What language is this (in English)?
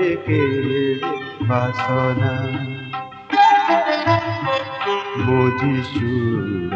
Odia